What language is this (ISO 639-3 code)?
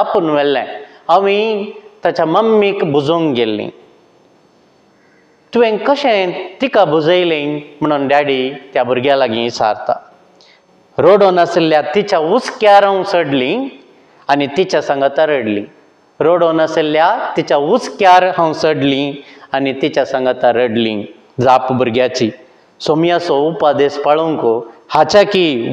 kok